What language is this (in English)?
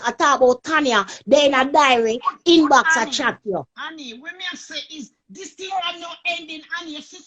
Jamaican Creole English